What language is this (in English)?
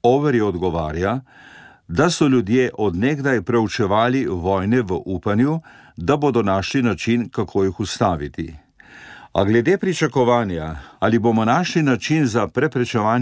Slovenian